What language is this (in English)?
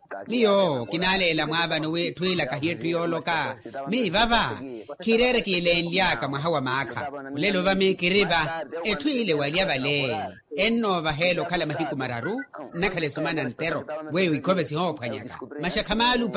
Makhuwa